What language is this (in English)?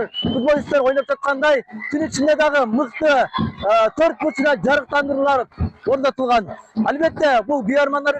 Kyrgyz